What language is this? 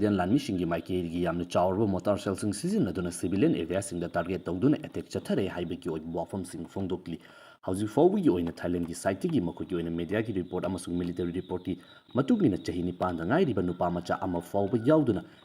Manipuri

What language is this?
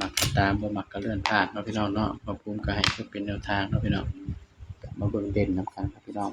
Northeastern Thai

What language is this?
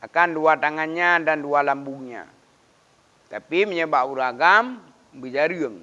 Achinese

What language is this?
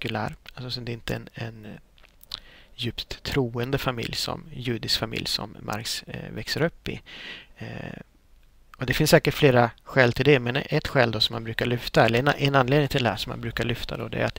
Swedish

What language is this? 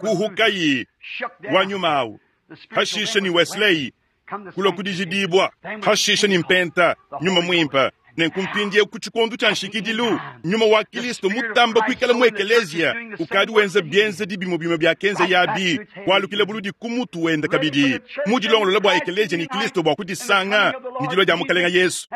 Luba-Lulua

